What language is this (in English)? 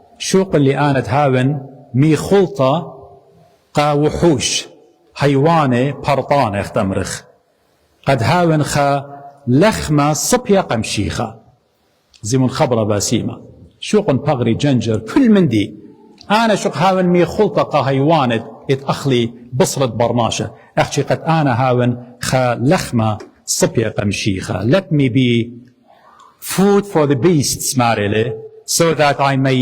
Assyrian Neo-Aramaic